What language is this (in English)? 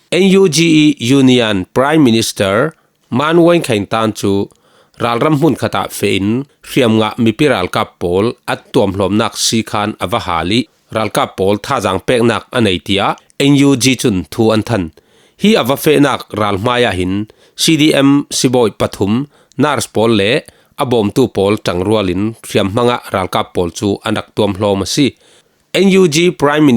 Falam Chin